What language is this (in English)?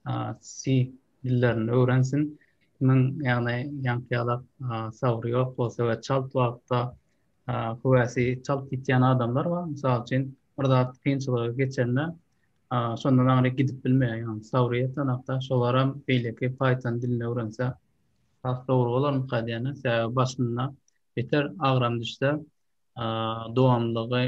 Turkmen